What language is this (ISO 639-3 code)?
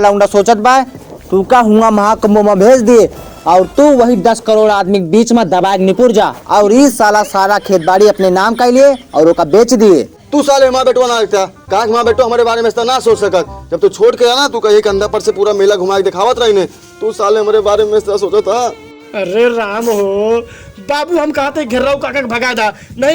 awa